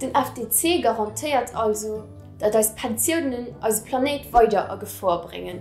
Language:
Luxembourgish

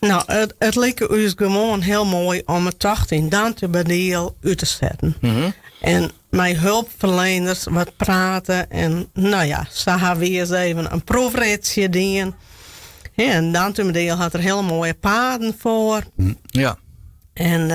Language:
Western Frisian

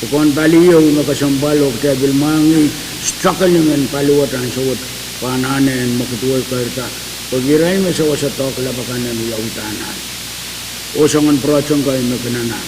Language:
Pohnpeian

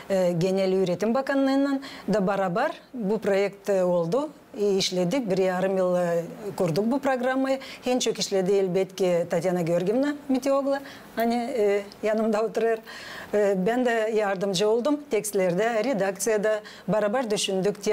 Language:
Gagauz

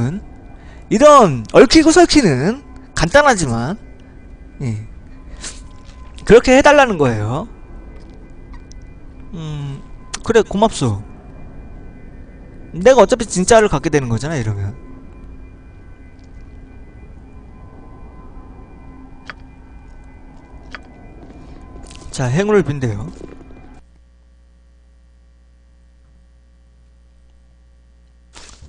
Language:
Korean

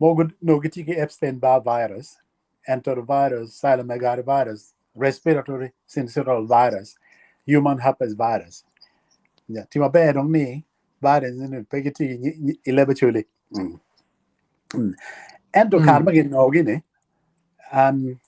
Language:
Acoli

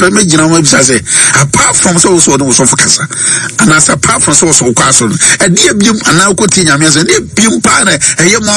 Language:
Akan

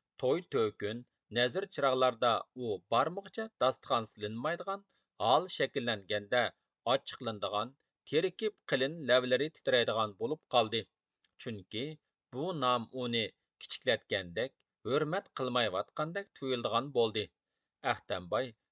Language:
Uyghur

